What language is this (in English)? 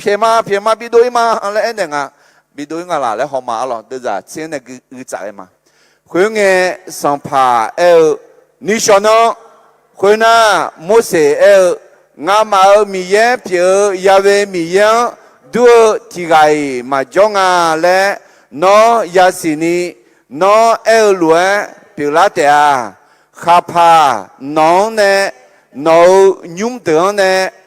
Akha